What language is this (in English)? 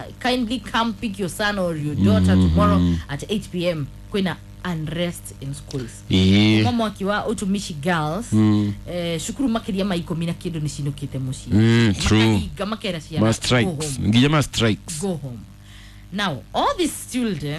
Kikuyu